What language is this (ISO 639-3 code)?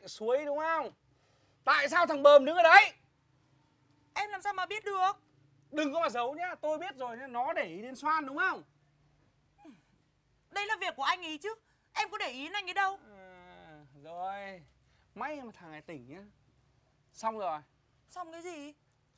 vie